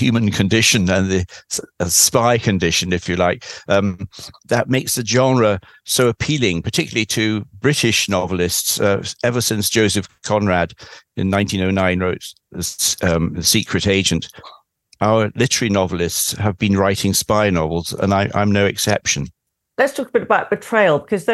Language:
English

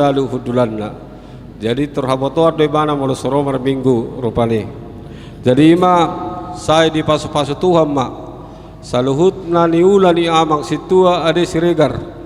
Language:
Batak Toba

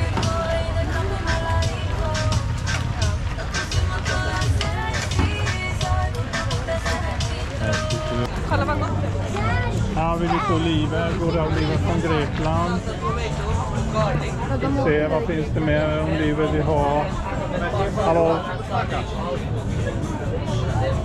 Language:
Swedish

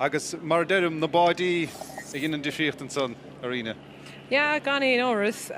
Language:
Irish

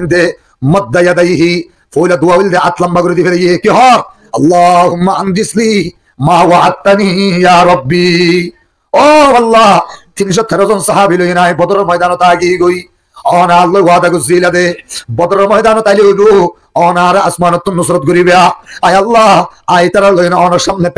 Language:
Rohingya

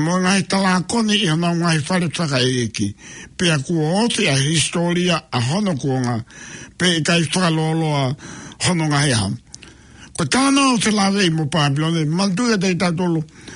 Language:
Tongan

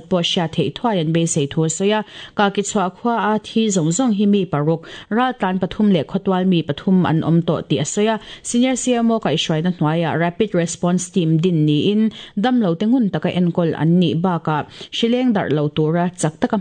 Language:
Mizo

